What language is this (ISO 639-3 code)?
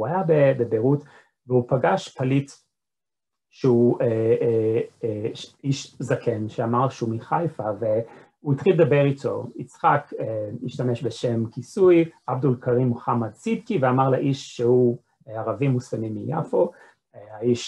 heb